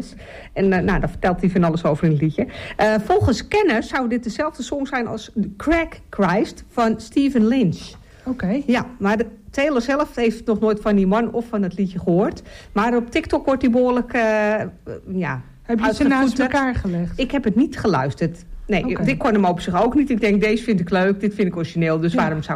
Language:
Dutch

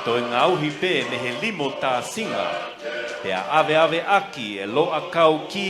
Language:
Tongan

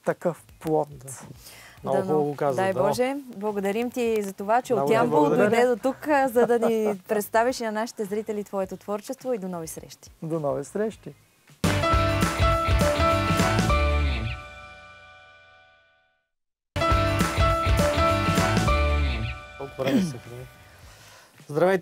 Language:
Bulgarian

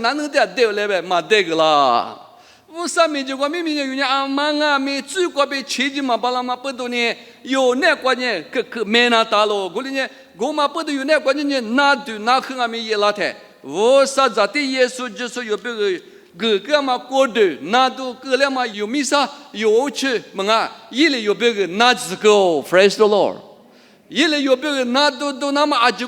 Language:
Lisu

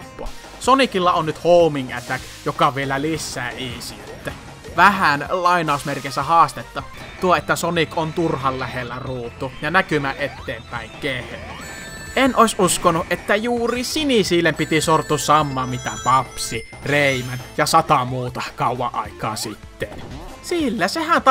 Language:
Finnish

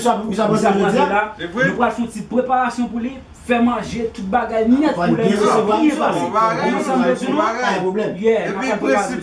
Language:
Haitian Creole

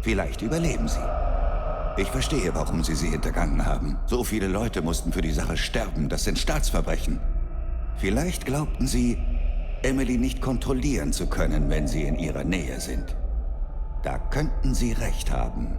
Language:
Bavarian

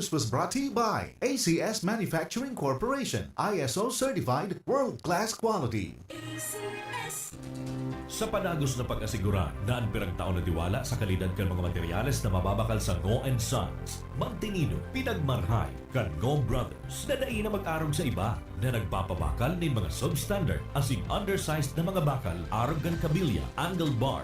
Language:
Bikol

